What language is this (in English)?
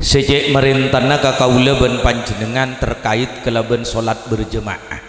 Madurese